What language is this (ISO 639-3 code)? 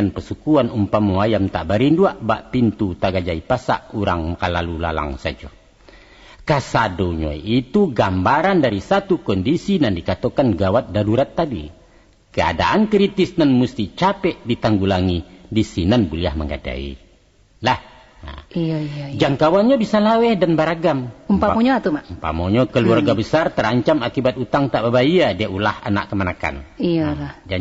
min